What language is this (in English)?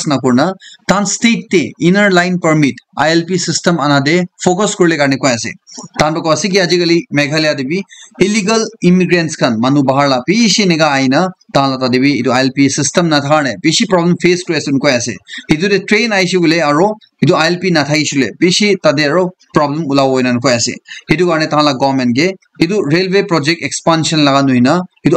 Naga Pidgin